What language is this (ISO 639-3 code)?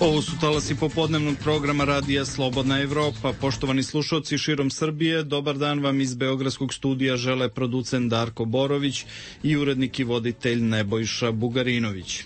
srp